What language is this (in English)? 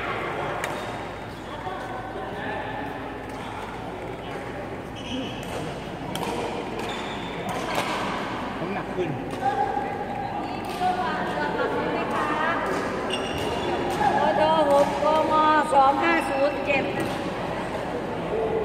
Thai